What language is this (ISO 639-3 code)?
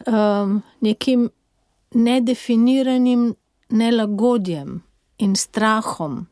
slv